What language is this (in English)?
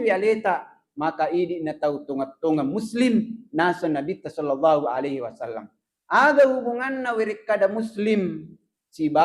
Buginese